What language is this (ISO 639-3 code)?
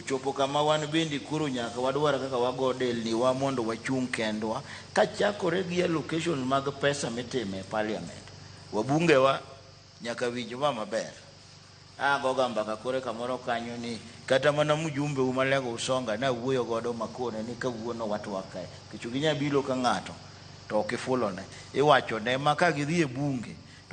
luo